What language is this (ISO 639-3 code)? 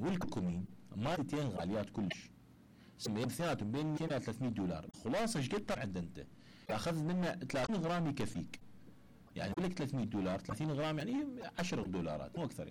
acm